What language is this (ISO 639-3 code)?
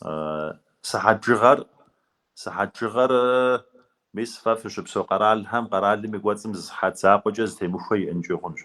kbd